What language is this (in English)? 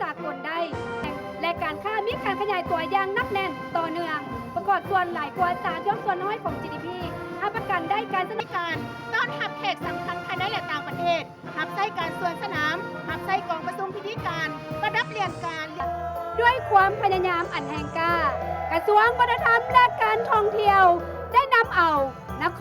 Lao